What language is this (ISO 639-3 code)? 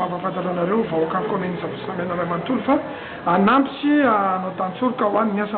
mlg